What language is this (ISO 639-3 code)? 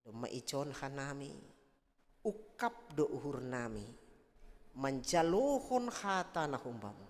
bts